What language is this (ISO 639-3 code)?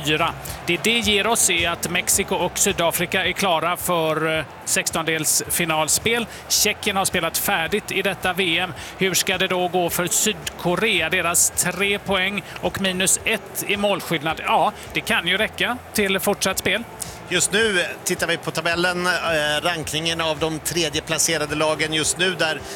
swe